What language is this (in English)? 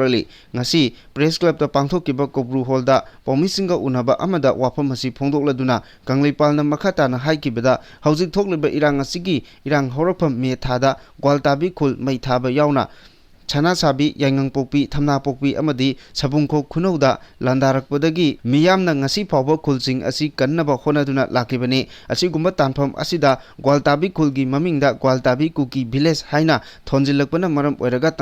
Manipuri